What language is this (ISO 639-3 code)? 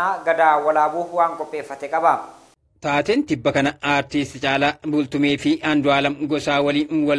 orm